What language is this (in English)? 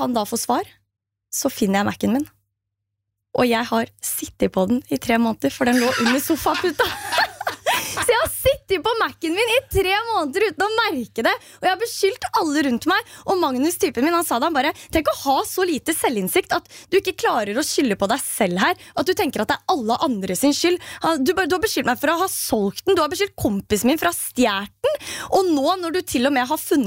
Norwegian